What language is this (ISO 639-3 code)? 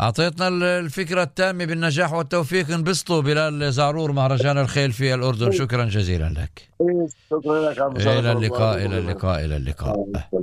apc